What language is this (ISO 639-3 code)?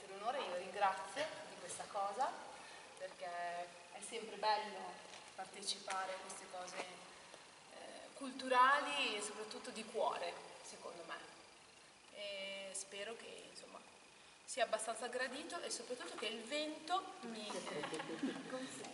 ita